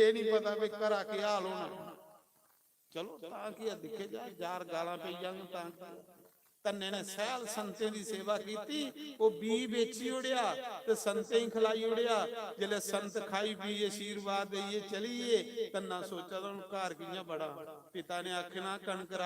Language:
Dogri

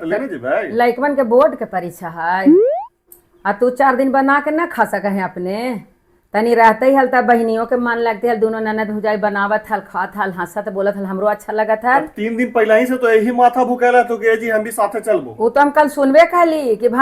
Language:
Magahi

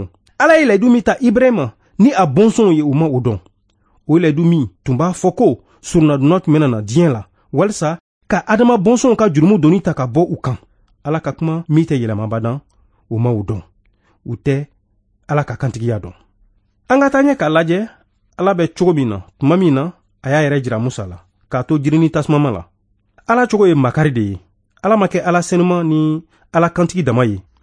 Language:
Bambara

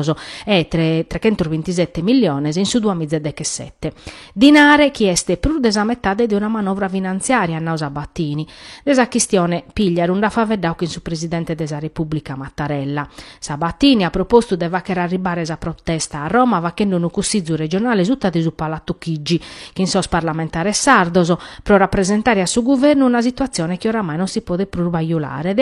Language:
Sardinian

